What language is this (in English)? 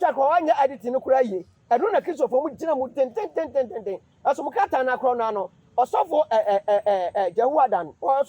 Akan